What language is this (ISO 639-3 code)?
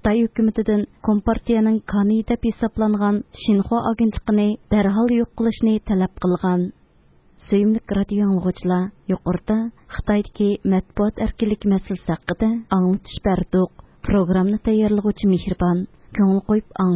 uig